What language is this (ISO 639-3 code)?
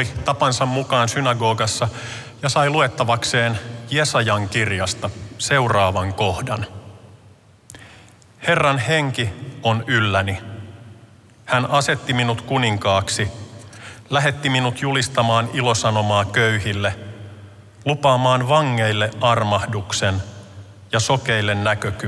fin